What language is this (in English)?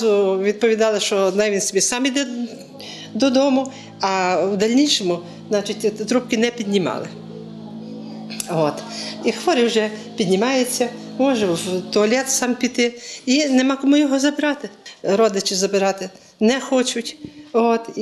Ukrainian